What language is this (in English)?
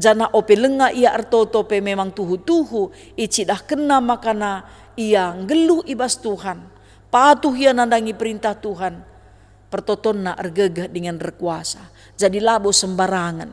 Batak Karo